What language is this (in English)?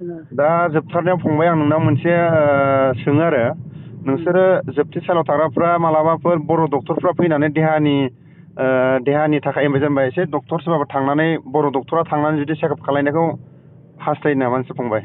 Bodo